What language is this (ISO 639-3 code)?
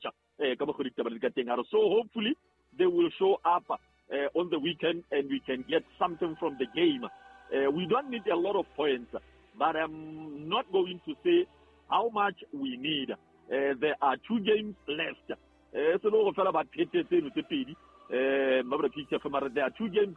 sot